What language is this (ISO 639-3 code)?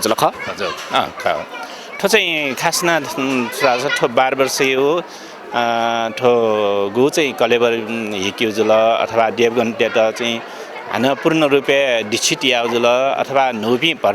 new